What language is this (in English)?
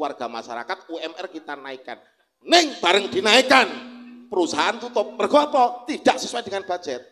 Javanese